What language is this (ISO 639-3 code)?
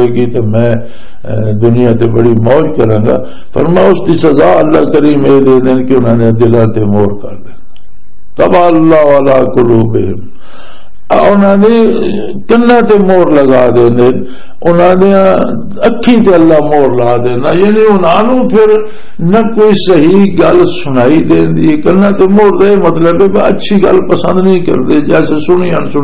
lah